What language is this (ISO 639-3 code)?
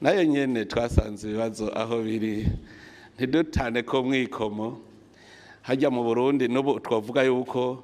run